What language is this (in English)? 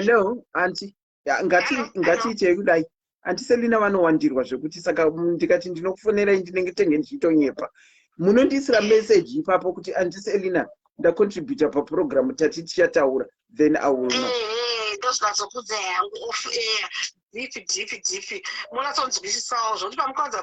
Shona